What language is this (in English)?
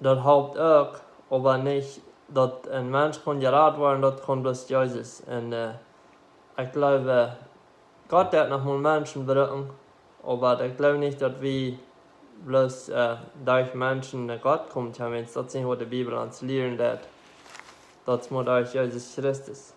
Plautdietsch